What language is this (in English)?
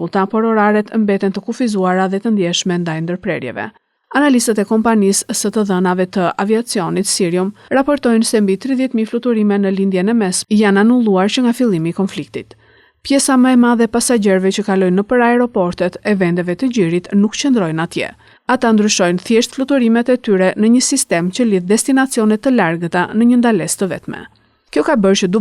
Albanian